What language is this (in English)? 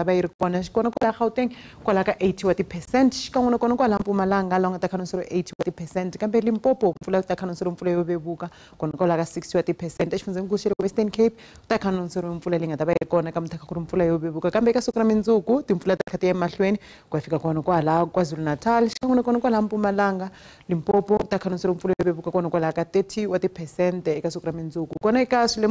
Tsonga